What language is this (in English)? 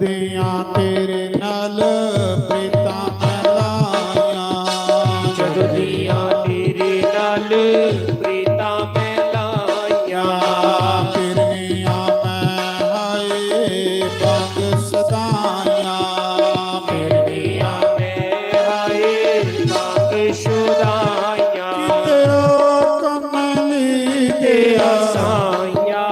Dogri